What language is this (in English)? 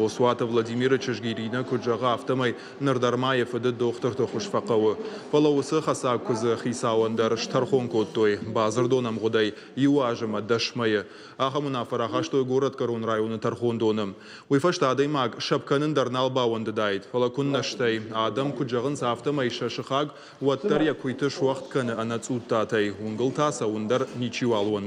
Ossetic